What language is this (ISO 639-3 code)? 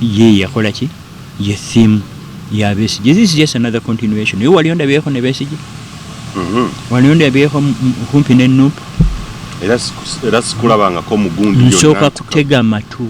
lug